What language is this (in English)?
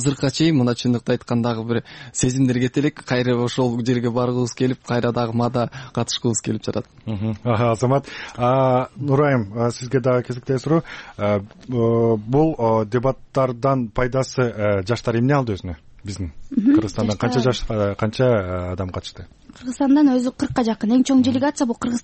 Kyrgyz